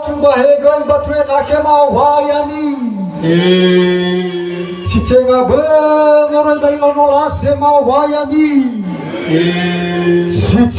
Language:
Nias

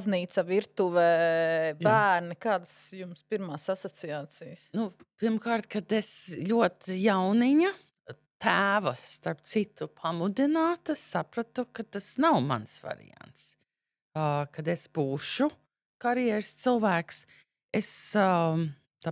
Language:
Latvian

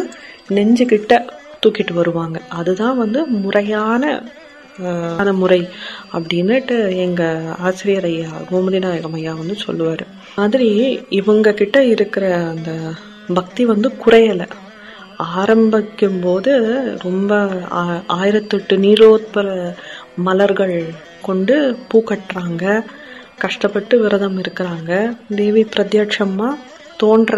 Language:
Tamil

